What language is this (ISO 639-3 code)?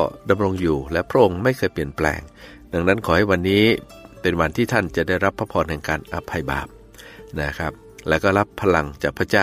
tha